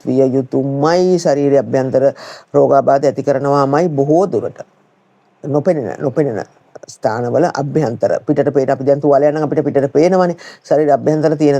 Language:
Sinhala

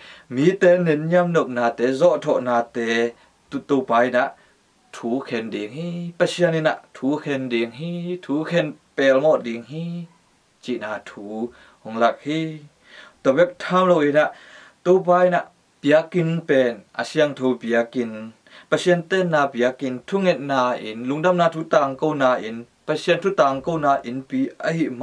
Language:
Tedim Chin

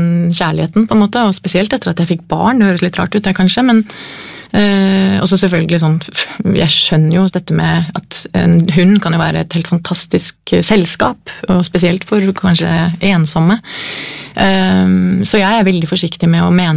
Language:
Norwegian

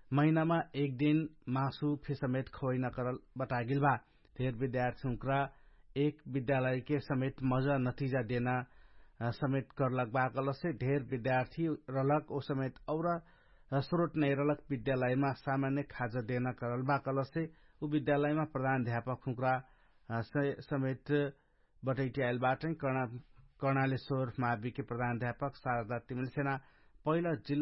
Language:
Dangaura Tharu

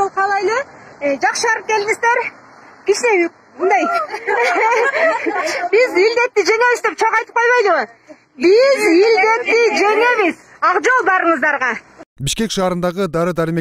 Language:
Kyrgyz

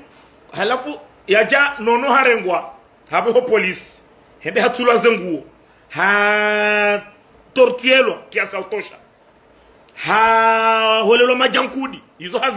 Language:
Ngazidja Comorian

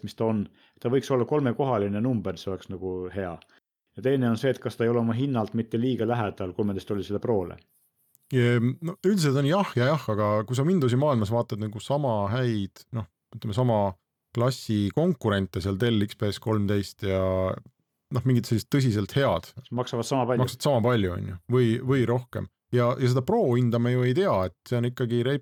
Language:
Estonian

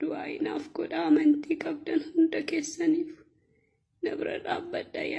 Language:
Oromo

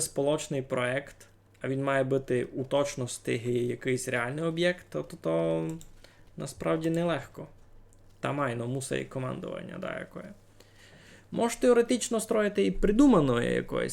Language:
Rusyn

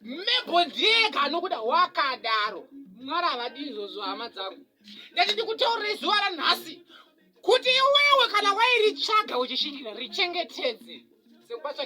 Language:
Shona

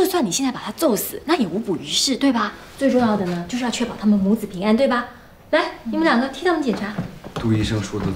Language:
Chinese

